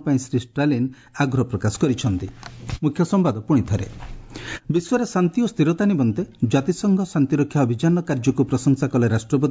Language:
Odia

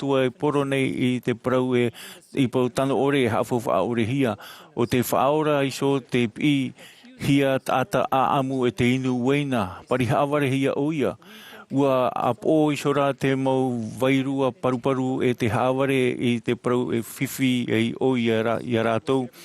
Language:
Tahitian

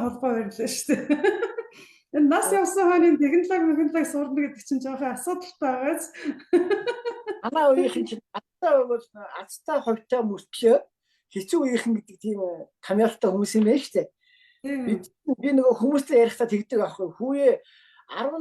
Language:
Mongolian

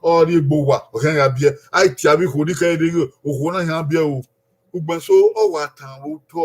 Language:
Bini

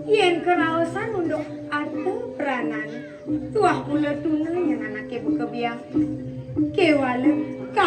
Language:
Balinese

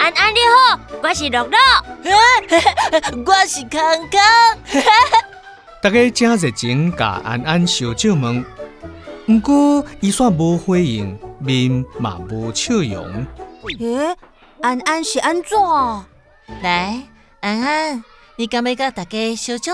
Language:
Min Nan Chinese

